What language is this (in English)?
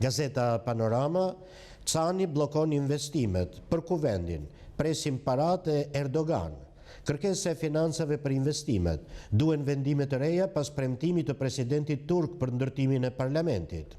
Albanian